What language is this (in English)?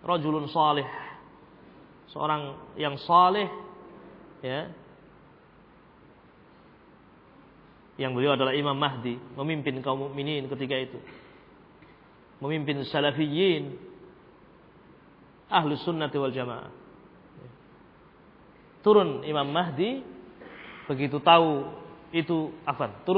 Indonesian